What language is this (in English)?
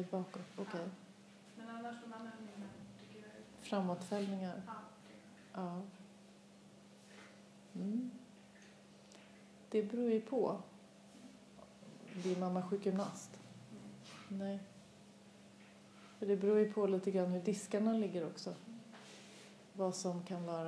Swedish